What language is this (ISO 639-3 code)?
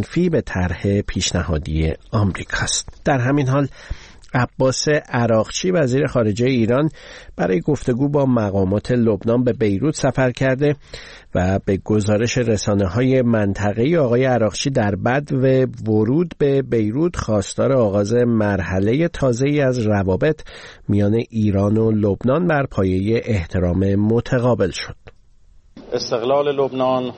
fas